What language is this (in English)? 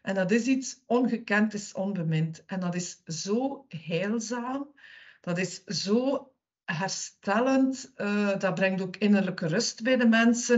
Dutch